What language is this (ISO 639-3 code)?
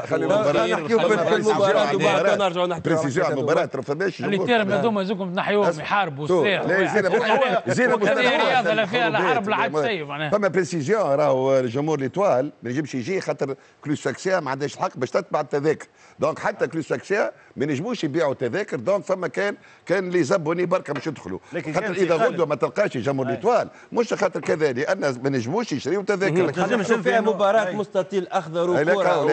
aeb